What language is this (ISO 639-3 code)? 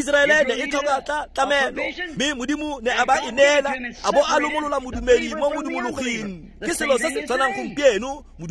tsn